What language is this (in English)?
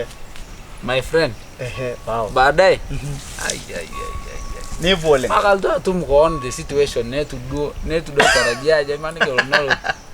Masai